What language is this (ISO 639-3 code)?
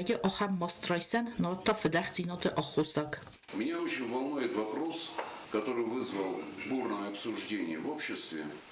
oss